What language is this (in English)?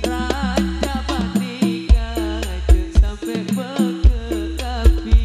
Madurese